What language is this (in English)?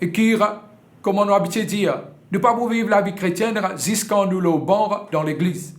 Morisyen